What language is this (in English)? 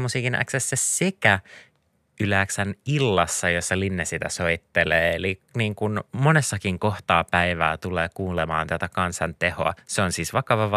Finnish